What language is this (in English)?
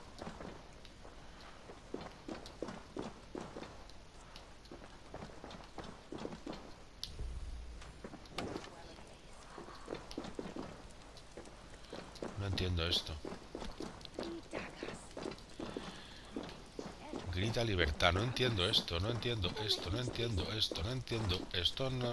Spanish